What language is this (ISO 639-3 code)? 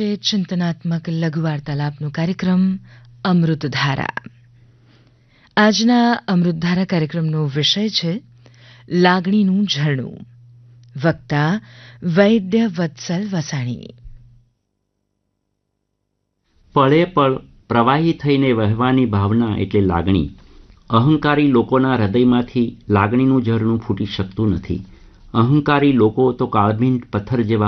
guj